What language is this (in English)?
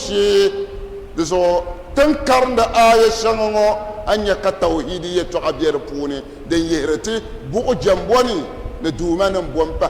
Dagbani